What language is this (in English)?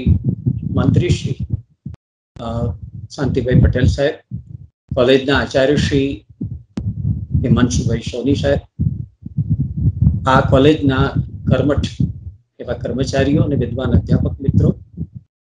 Gujarati